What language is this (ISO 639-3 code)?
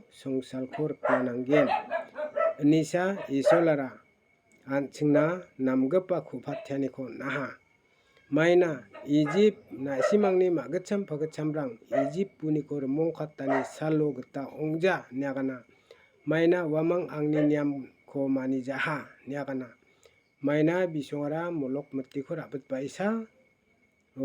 grt